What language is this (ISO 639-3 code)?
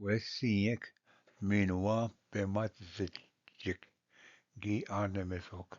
oji